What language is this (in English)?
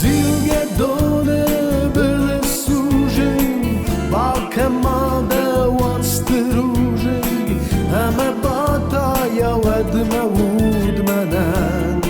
Ossetic